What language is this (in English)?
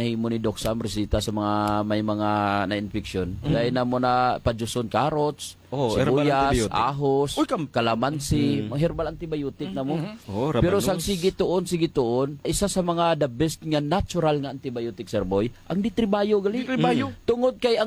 Hiligaynon